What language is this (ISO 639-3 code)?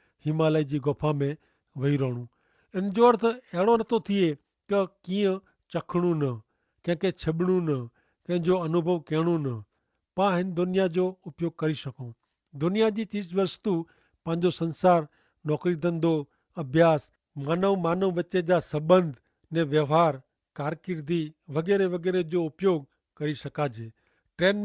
kfr